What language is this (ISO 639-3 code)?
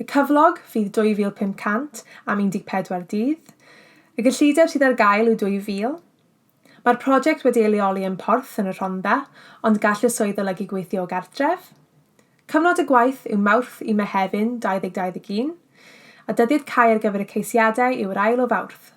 cym